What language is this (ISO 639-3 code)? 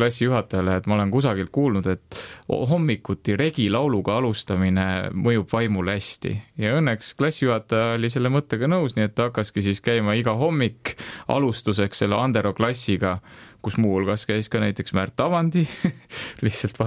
est